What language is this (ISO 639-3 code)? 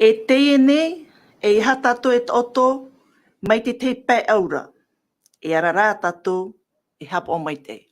tah